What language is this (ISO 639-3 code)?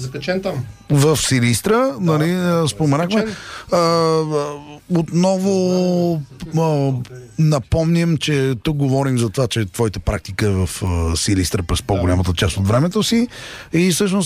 bul